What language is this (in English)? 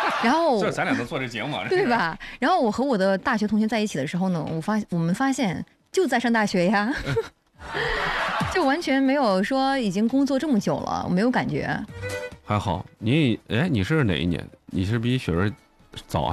Chinese